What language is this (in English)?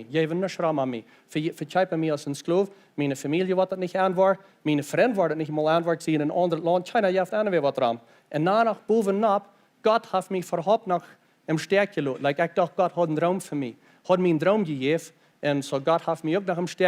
Plautdietsch